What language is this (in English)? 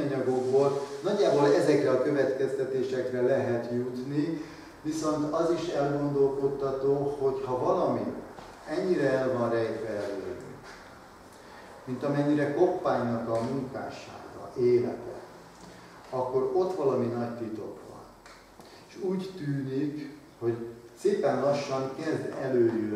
Hungarian